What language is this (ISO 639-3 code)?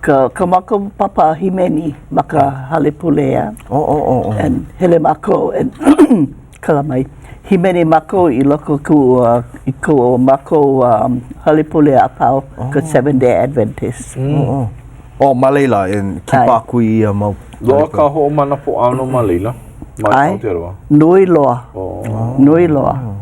haw